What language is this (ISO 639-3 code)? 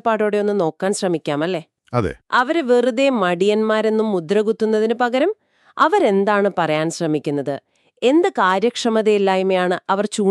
mal